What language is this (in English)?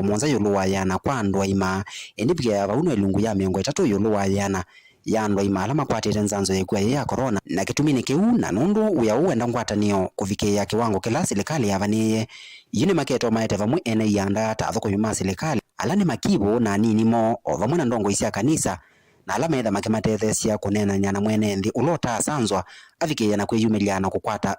Kamba